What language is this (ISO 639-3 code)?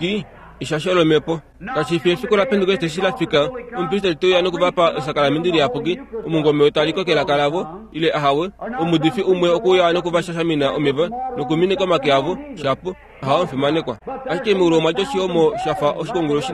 kua